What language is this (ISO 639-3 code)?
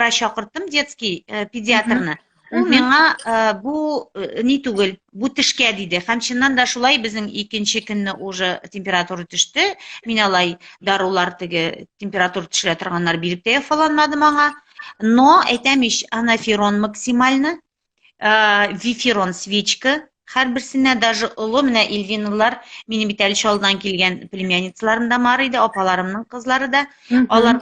tat